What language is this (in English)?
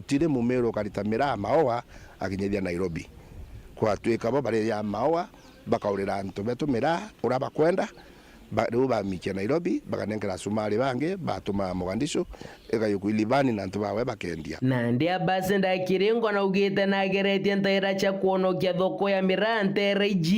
Meru